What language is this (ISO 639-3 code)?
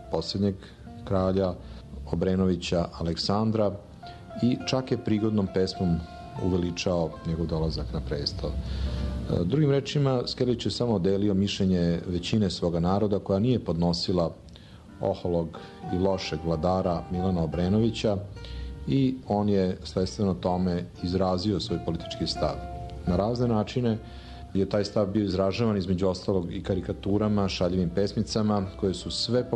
srp